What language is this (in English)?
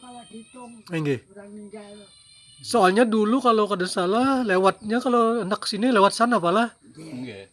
Banjar